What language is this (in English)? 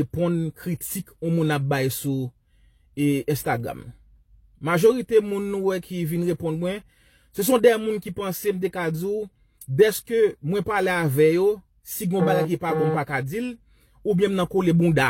Haitian Creole